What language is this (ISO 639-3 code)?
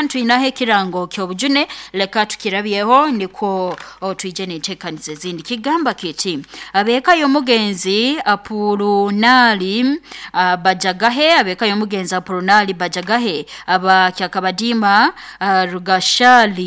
nyo